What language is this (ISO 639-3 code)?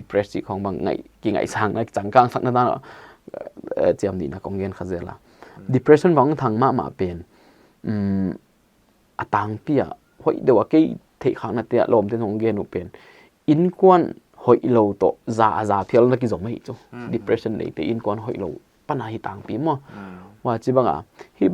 pck